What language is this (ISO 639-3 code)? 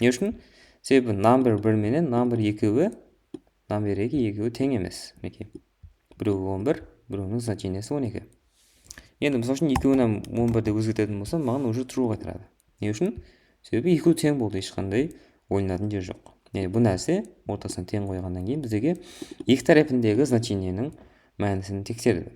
kaa